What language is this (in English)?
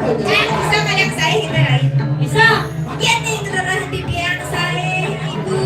Balinese